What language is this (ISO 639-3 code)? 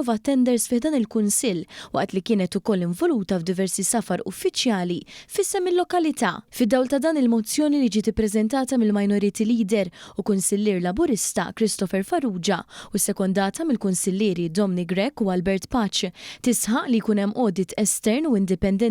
mlt